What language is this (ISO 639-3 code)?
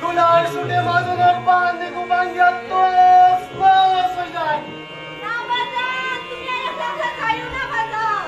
syl